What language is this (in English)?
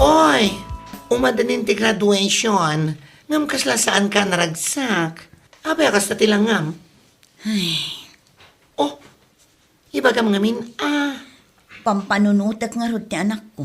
Iloko